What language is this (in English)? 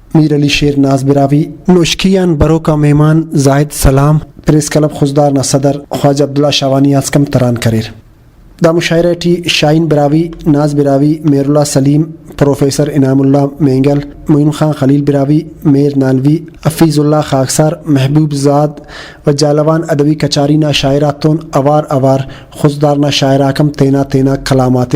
Brahui